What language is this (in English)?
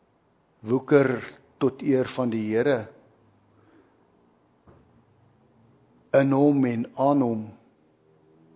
Afrikaans